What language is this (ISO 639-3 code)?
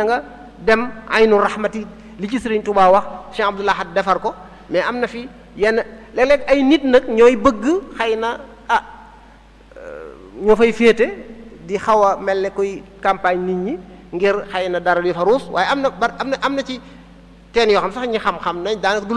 wol